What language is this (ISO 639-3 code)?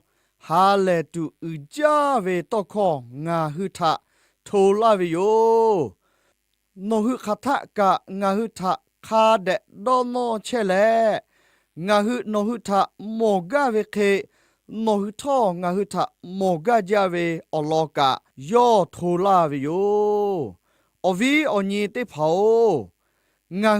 lhu